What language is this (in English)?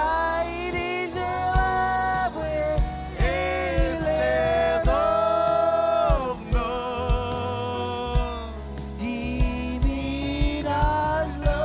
Marshallese